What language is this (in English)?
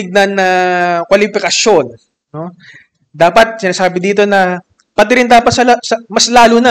Filipino